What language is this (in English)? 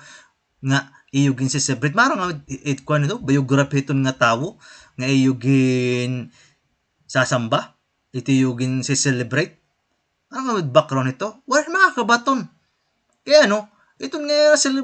Waray